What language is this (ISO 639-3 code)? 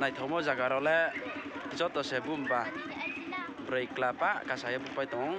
ria